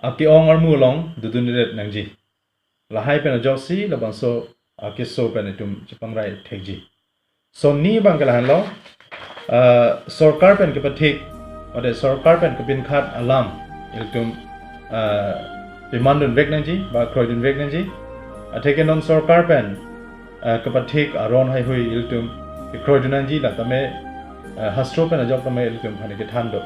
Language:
Karbi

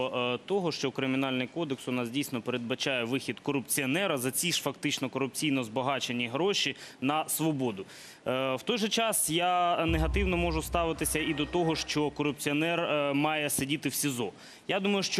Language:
Ukrainian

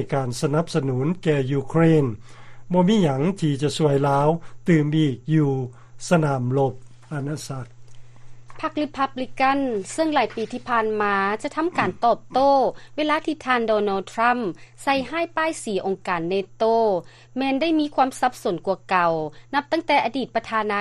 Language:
Lao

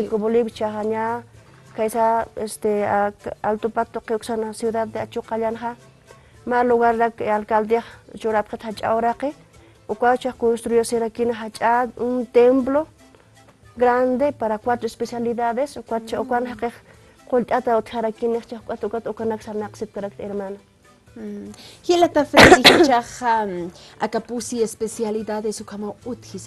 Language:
Aymara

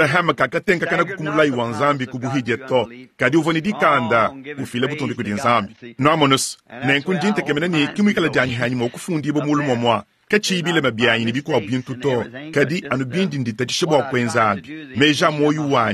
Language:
Luba-Lulua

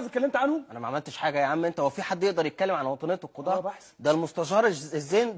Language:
Egyptian Arabic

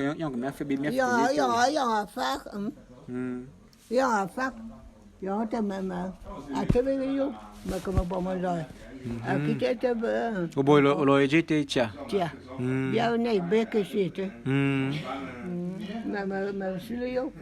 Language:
Bulu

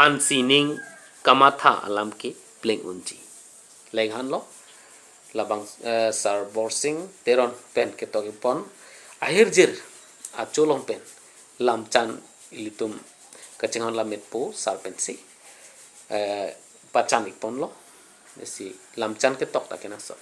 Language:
Karbi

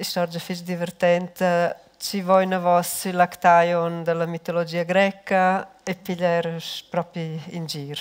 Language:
Romansh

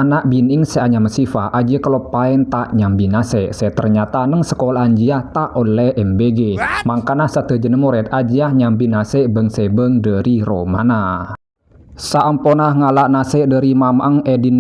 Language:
Madurese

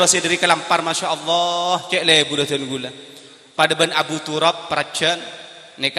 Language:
Madurese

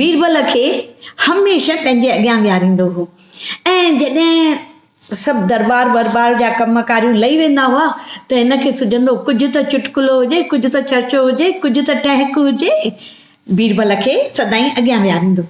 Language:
Sindhi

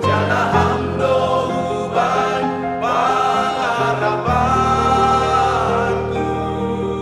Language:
Batak Simalungun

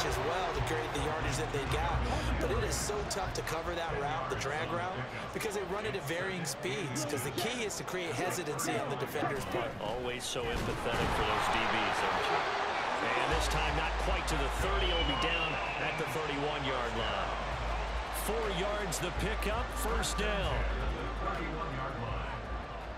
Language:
English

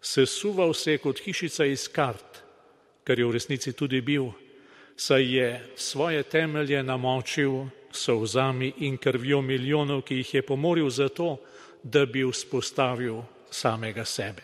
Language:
Slovenian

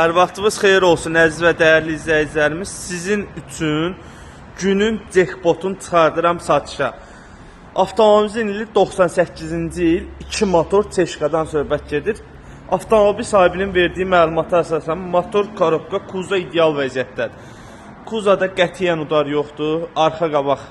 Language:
Azerbaijani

